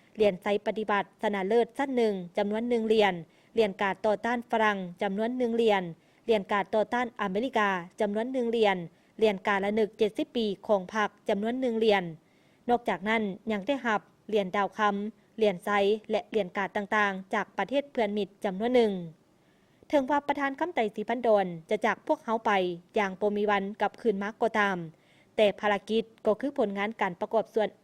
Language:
Lao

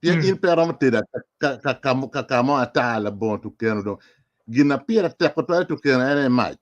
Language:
Acoli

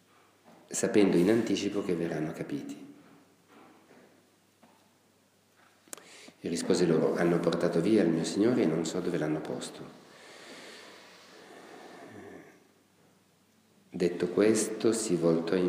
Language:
Italian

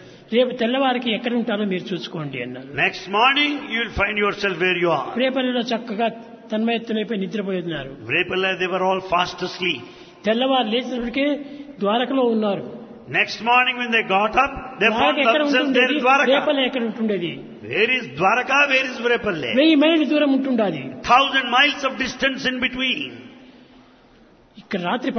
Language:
Telugu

